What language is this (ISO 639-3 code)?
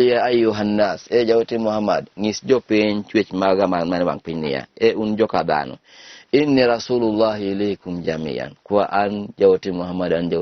luo